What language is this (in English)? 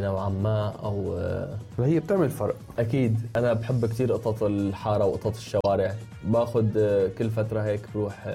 North Levantine Arabic